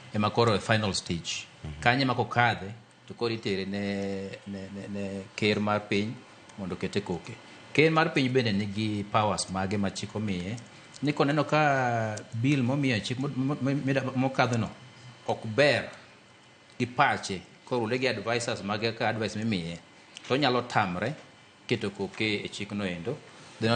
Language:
Luo (Kenya and Tanzania)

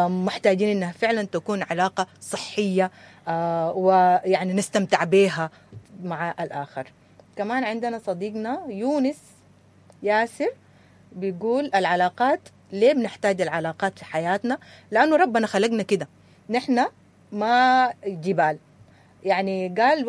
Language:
Sudanese Arabic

